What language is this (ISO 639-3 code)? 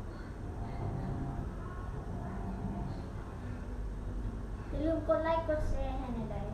lao